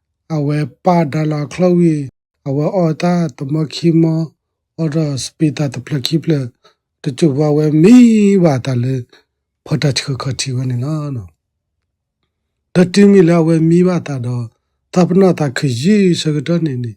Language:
S'gaw Karen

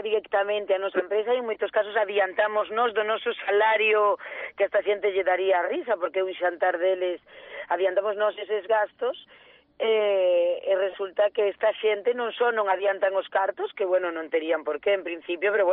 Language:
Galician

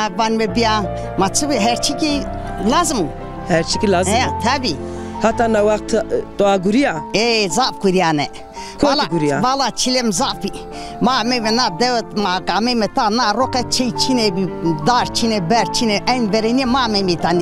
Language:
Zaza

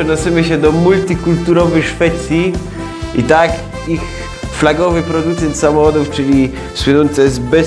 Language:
Silesian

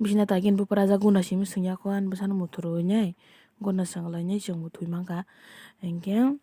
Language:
Kok Borok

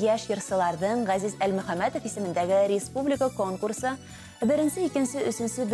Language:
Bashkir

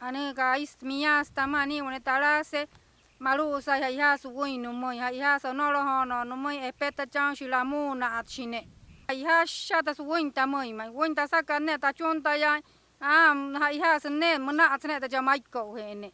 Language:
Wayuu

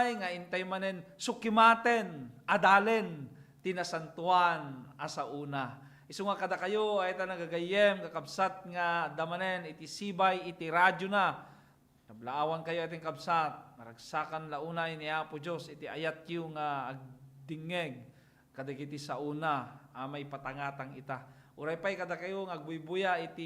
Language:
Iloko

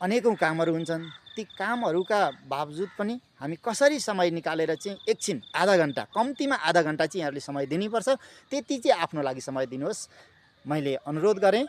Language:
Nepali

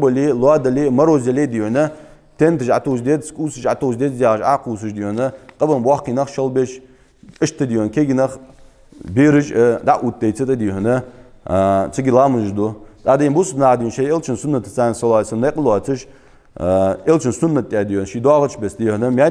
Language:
Ingush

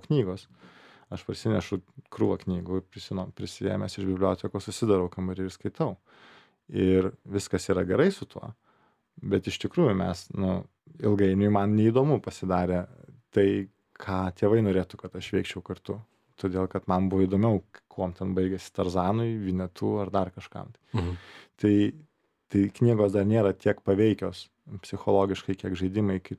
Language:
Lithuanian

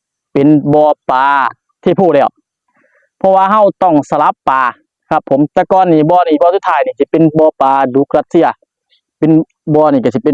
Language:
Northeastern Thai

